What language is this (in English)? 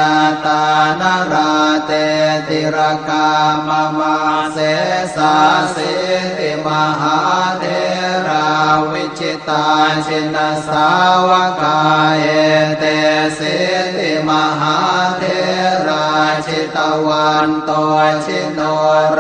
Pali